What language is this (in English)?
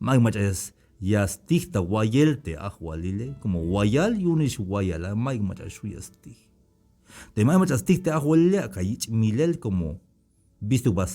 Tzeltal